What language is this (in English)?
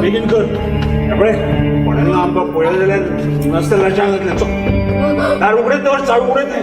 Konkani